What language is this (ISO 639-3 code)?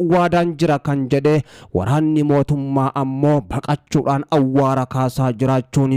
orm